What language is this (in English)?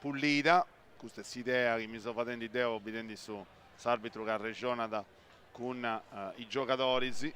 Sardinian